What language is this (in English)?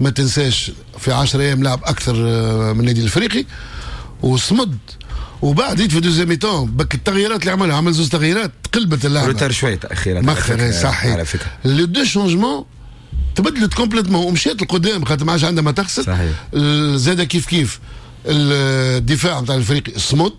Tunisian Arabic